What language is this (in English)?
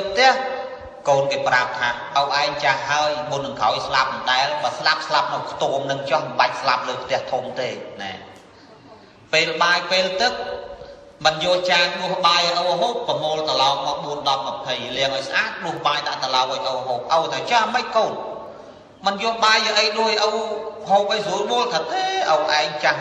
Khmer